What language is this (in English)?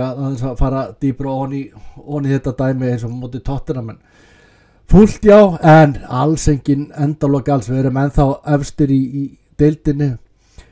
Icelandic